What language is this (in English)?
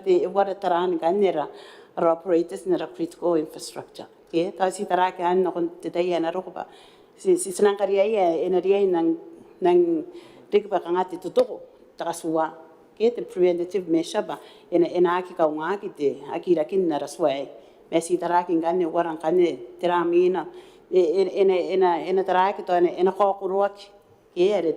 Gilbertese